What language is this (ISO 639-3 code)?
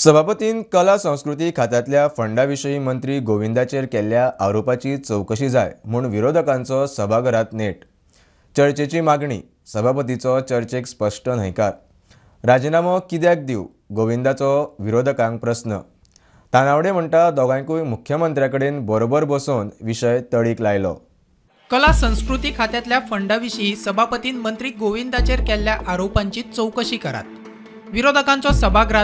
kok